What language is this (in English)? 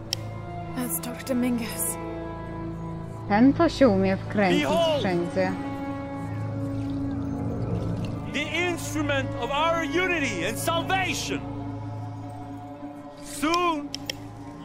Polish